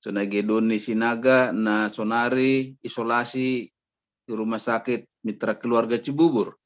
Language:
Batak Simalungun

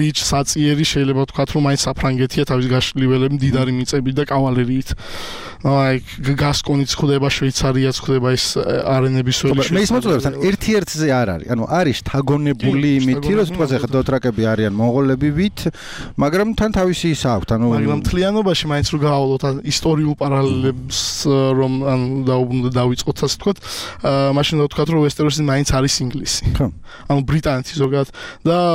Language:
Georgian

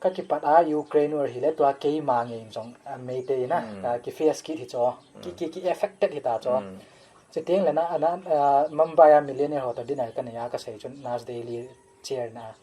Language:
Paite Chin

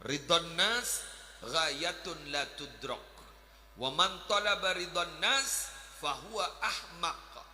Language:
Madurese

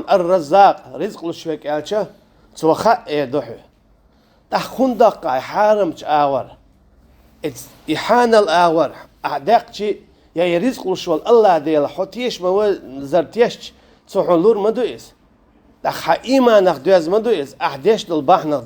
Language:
Chechen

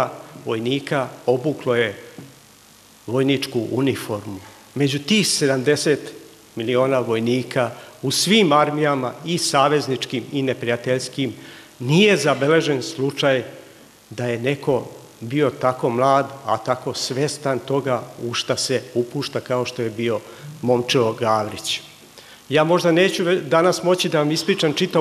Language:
Serbian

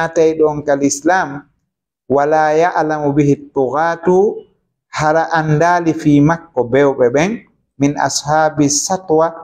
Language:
Fula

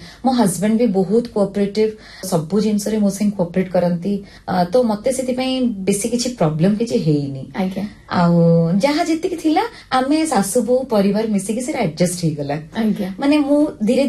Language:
Odia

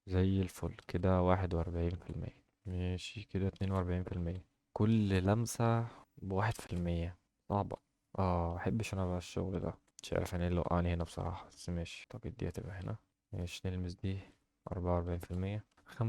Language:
Egyptian Arabic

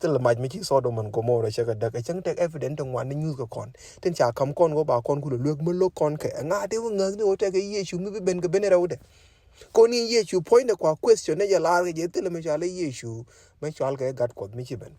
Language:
Nuer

